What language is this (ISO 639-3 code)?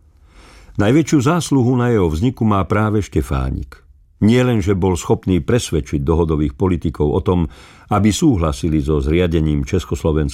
slk